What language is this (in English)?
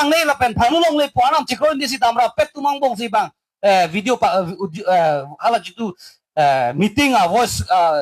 Karbi